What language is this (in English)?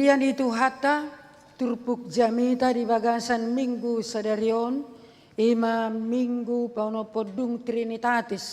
Batak Toba